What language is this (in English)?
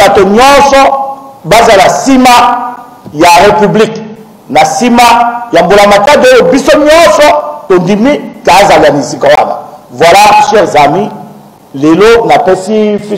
Lingala